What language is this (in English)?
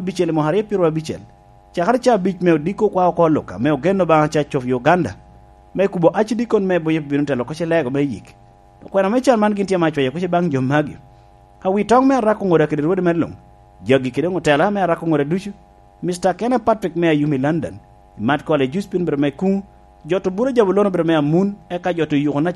Lango (Uganda)